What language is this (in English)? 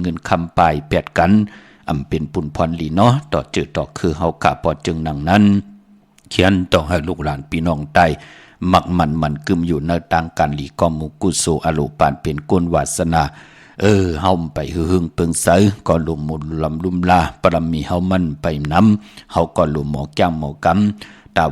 Shan